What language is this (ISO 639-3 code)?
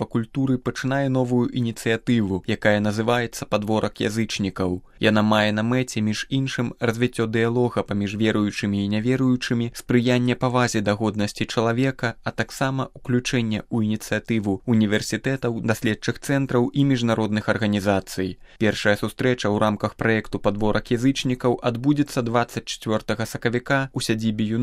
bel